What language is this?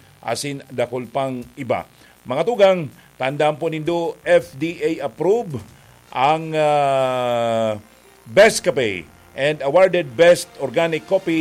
Bikol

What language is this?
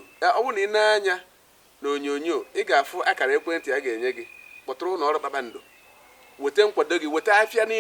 Igbo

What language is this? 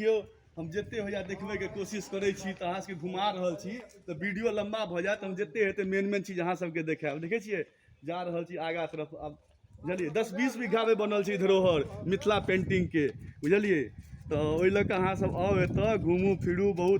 Maithili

